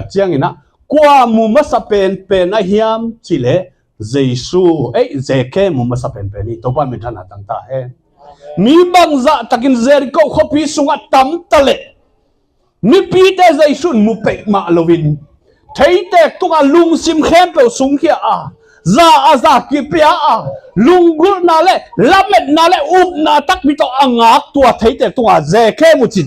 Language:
Tedim Chin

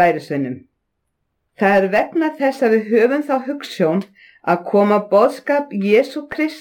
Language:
Icelandic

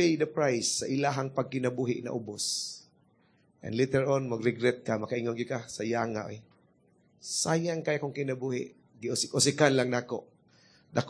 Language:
Cebuano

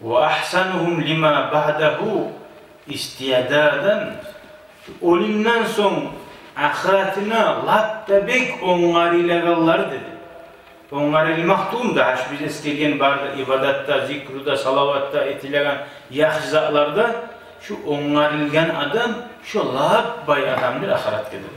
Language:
Kumyk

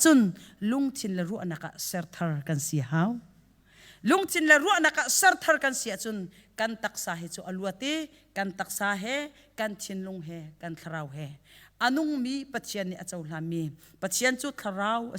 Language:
Hakha Chin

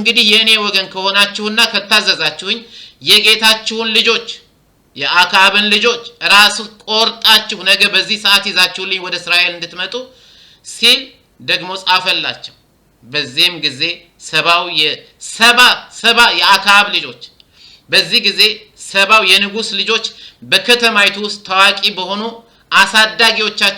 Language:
Amharic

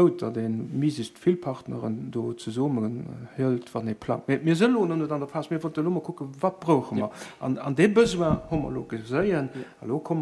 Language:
Luxembourgish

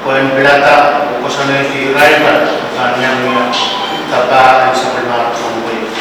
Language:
Pohnpeian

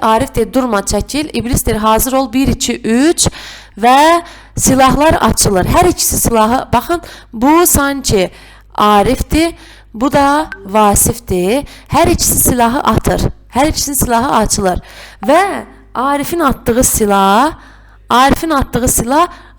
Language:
Azerbaijani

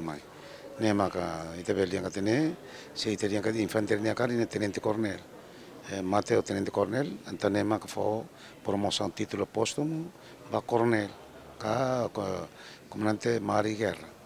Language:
Tetum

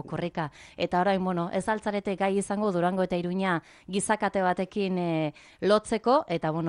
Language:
Basque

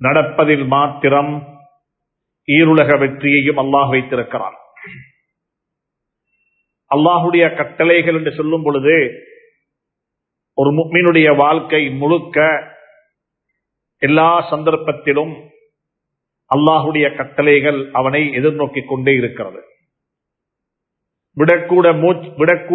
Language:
Tamil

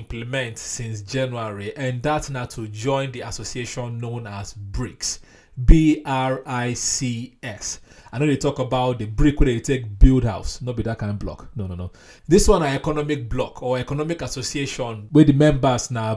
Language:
Nigerian Pidgin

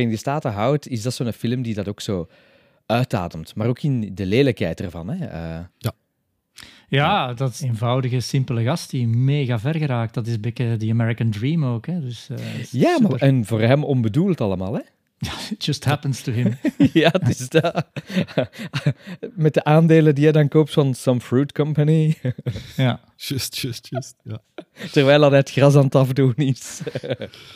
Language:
Dutch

